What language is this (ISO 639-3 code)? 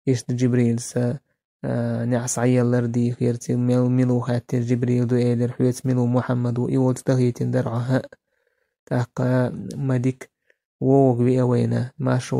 che